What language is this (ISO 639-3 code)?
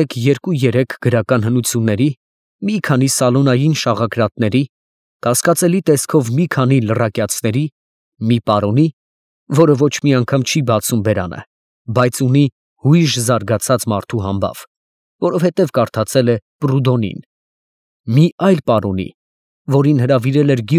hye